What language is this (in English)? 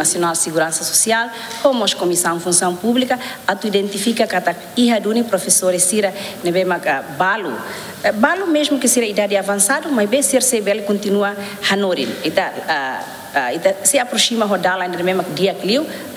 Tetum